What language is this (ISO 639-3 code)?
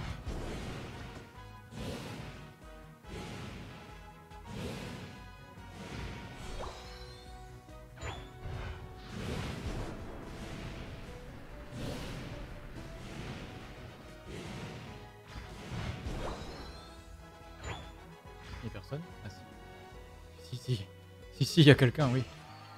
fra